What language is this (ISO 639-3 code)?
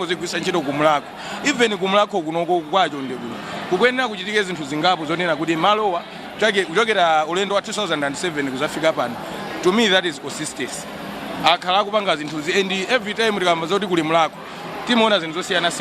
nya